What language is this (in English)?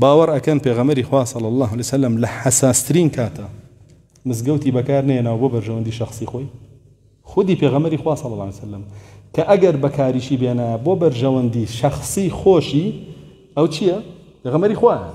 Central Kurdish